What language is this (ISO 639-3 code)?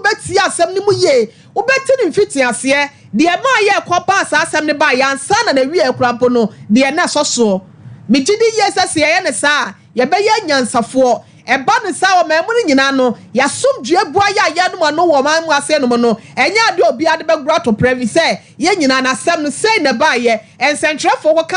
aka